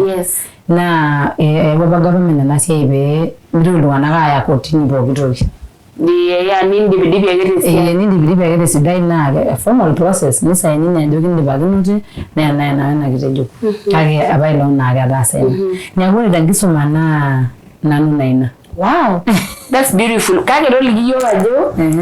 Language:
Masai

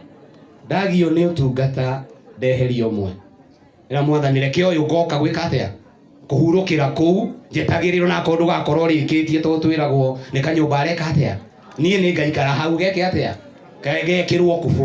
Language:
Kikuyu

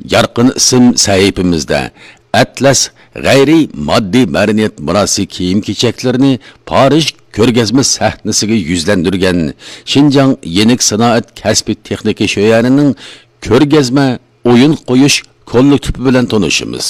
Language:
Uyghur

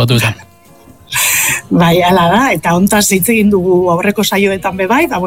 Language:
Basque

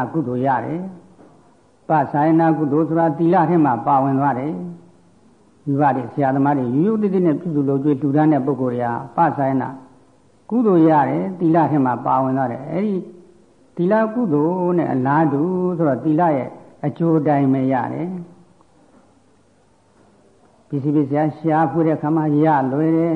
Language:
Burmese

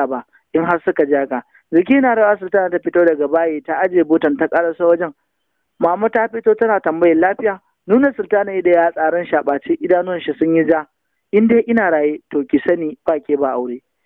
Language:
Hausa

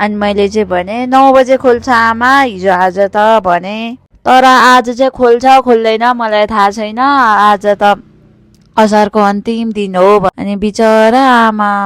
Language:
Nepali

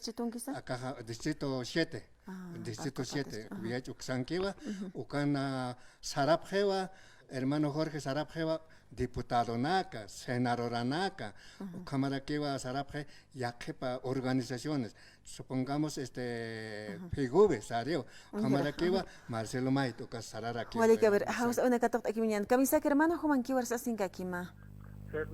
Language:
Aymara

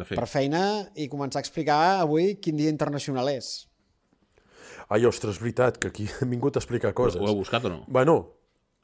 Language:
Catalan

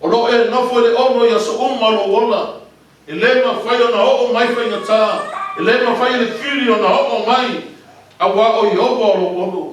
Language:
Samoan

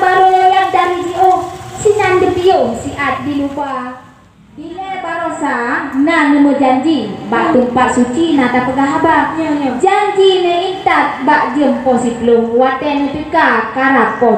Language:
Achinese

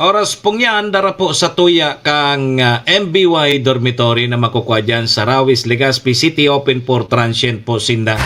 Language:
Bikol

